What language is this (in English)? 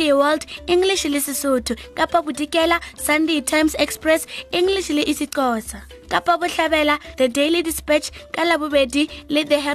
Northern Sotho